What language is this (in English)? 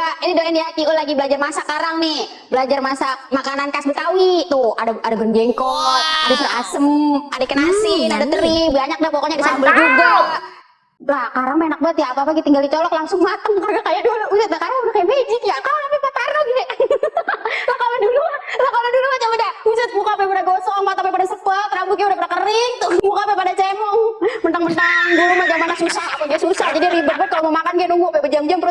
Betawi